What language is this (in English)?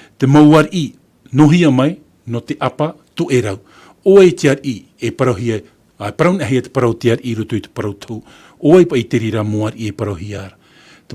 Tahitian